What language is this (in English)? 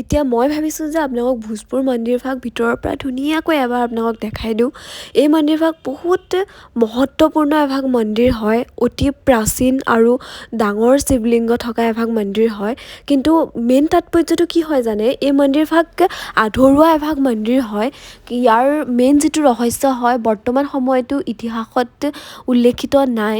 Assamese